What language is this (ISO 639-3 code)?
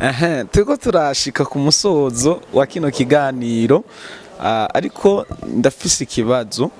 run